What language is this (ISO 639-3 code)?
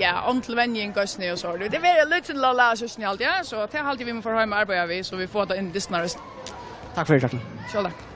fao